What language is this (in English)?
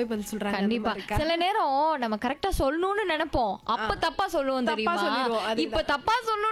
Tamil